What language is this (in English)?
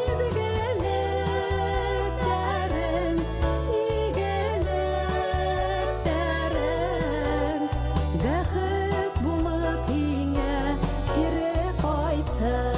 Bashkir